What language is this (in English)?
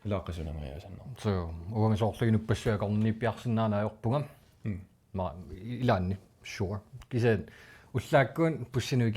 Kalaallisut